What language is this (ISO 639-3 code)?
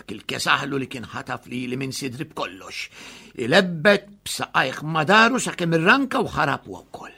mlt